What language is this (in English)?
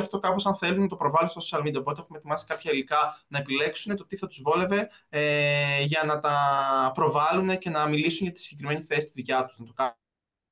Greek